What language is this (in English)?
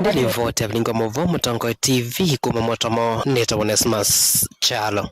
Kamba